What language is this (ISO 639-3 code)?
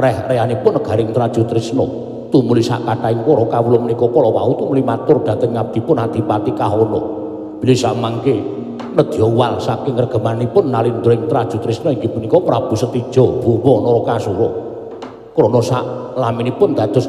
jav